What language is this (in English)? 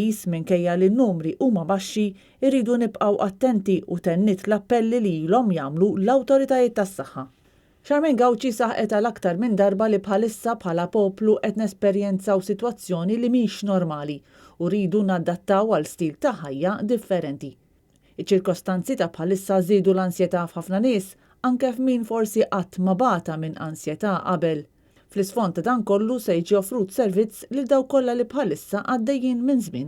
Maltese